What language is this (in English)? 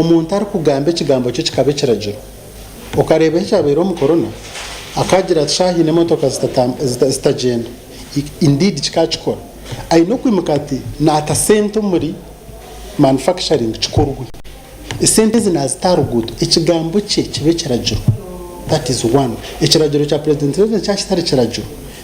Nyankole